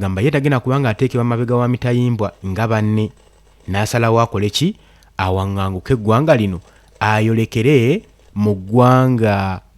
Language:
Ganda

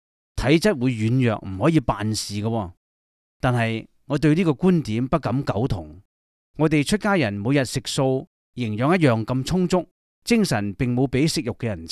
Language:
Cantonese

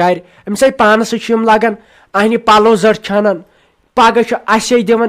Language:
Kashmiri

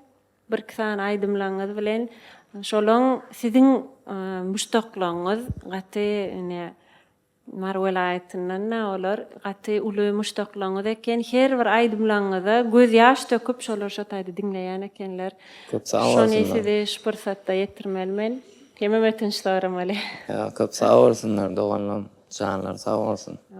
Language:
Turkmen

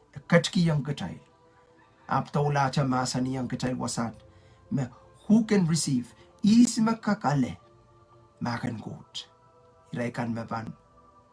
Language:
Pohnpeian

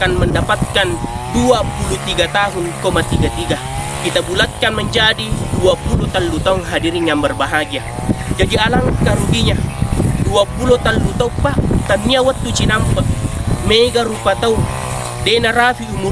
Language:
Buginese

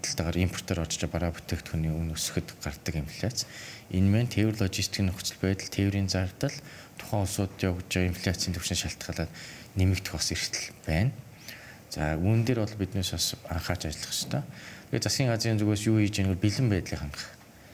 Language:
Mongolian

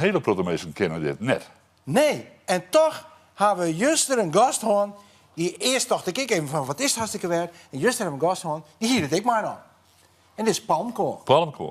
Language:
Western Frisian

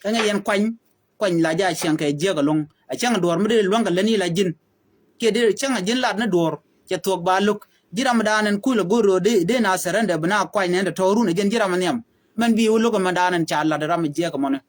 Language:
Nuer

